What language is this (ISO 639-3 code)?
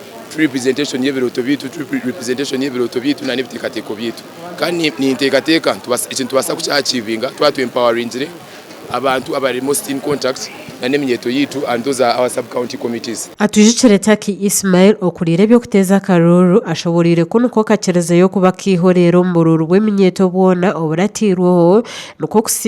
nyn